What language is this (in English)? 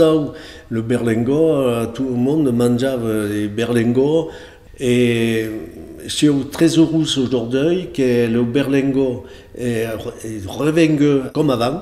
Occitan